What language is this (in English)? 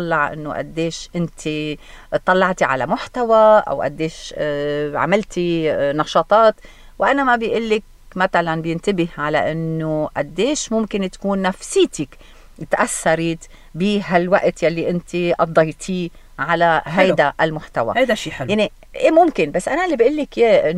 North Levantine Arabic